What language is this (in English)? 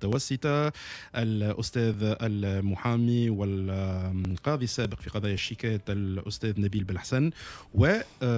Tunisian Arabic